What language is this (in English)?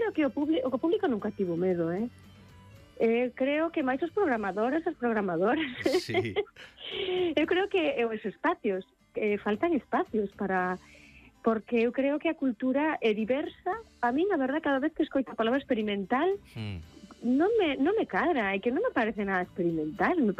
Galician